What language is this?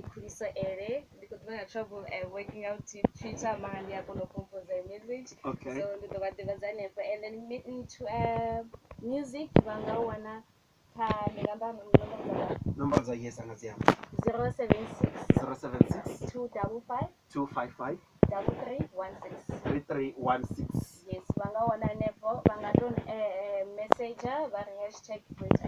Venda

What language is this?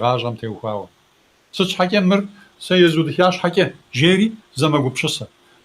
Kabardian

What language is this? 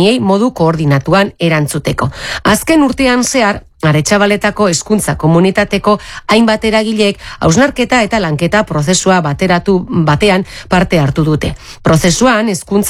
Basque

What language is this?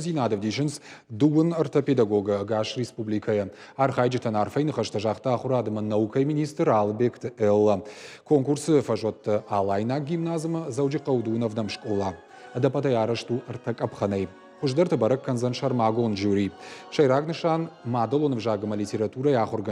Ossetic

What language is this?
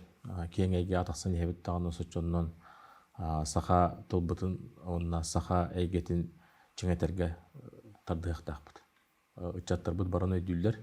Yakut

